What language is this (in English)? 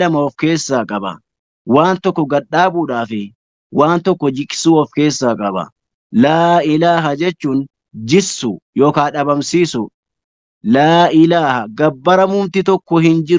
Oromo